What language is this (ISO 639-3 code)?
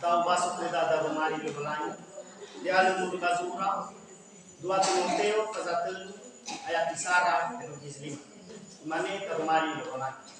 nia